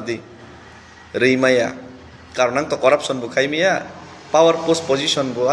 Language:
Kok Borok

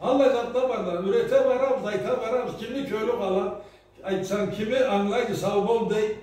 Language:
Karachay-Balkar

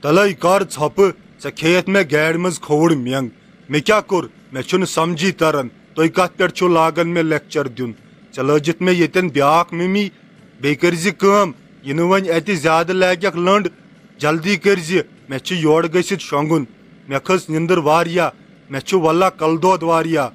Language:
Kashmiri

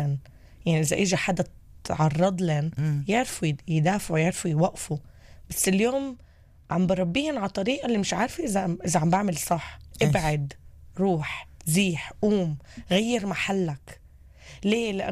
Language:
North Levantine Arabic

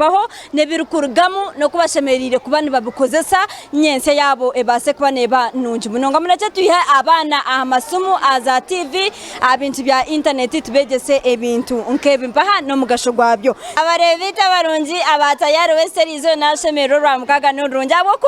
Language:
Nyankole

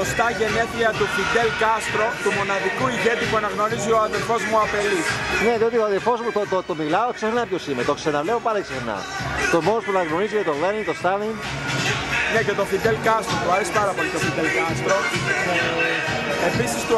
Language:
Greek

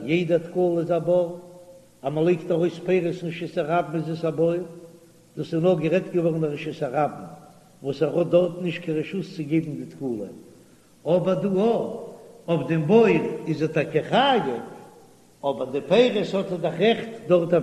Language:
Yiddish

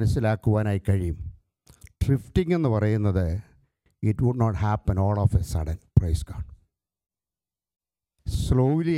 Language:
Malayalam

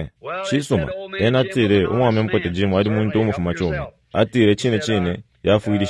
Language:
Bemba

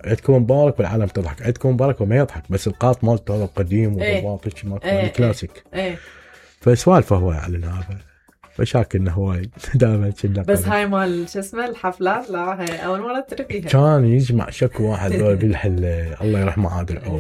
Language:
Mesopotamian Arabic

